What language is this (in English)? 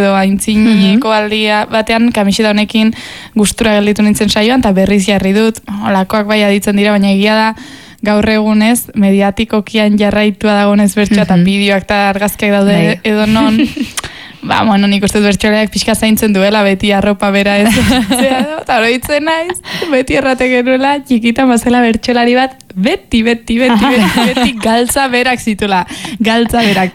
Basque